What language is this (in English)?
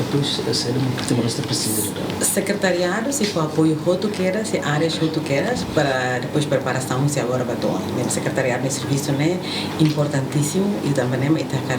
Tetum